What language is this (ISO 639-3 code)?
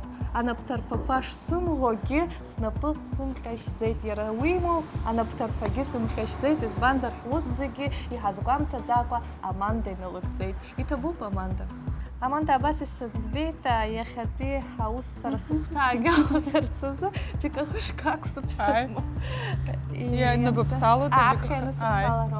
abk